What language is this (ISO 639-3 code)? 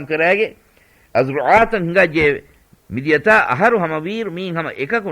div